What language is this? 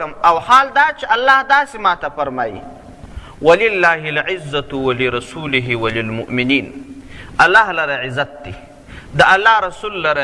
Pashto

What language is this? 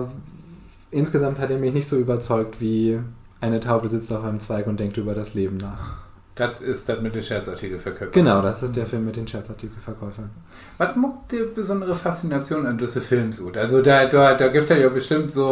Low German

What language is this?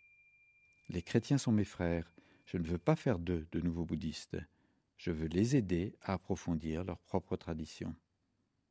French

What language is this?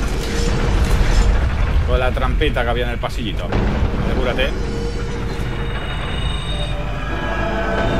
Spanish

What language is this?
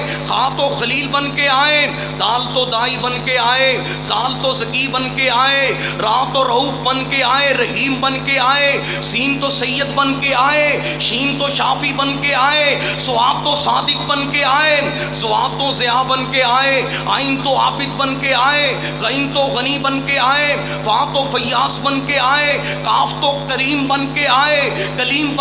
Western Panjabi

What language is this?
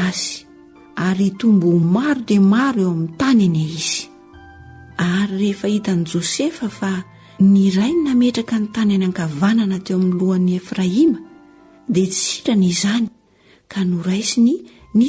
Malagasy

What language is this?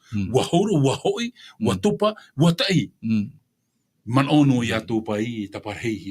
Tahitian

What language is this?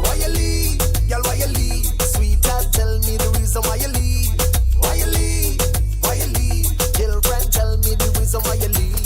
Morisyen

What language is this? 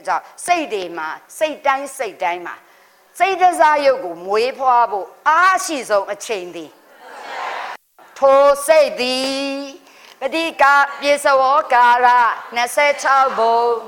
Burmese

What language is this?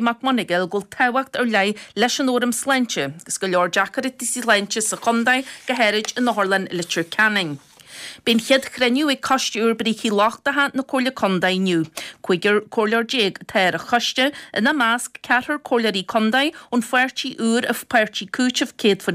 Irish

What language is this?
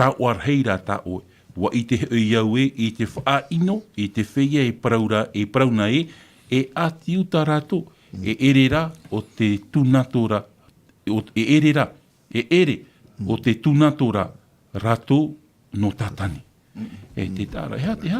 Tahitian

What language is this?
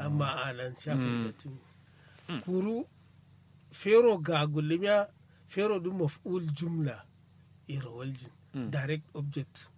Kanuri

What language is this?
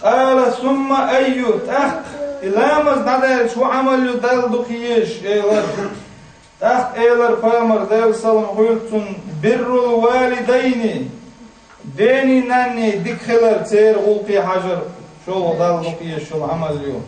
Chechen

